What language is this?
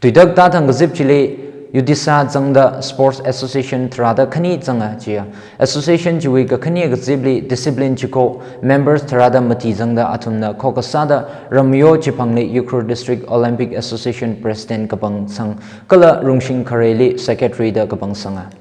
Tangkhul Naga (India)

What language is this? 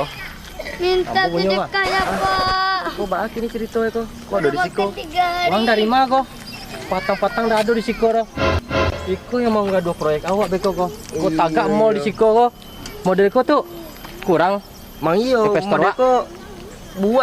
Minangkabau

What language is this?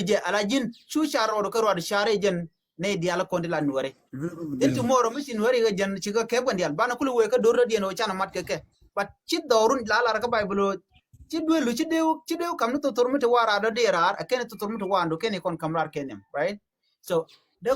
Nuer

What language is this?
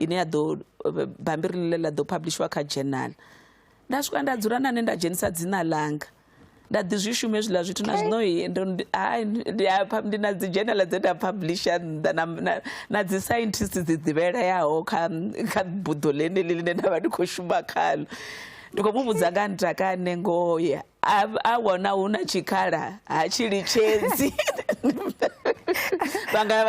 Venda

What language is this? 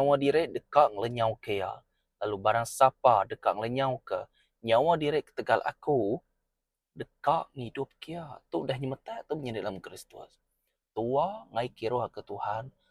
Iban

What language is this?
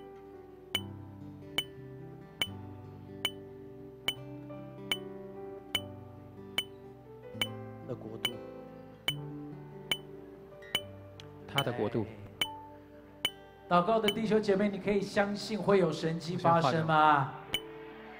Chinese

